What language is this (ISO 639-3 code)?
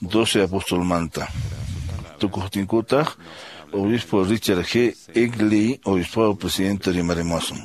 que